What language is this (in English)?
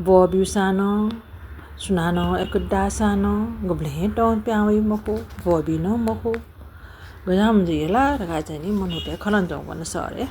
Newari